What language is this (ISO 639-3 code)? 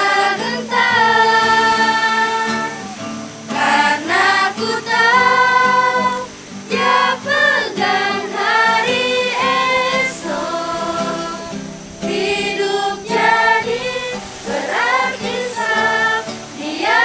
xmm